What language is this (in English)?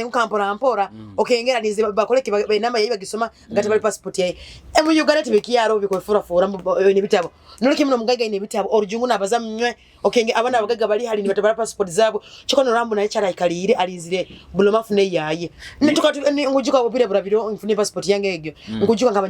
Nyoro